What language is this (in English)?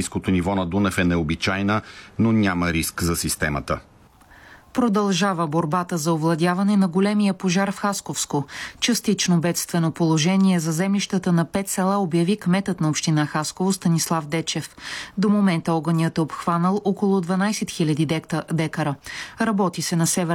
Bulgarian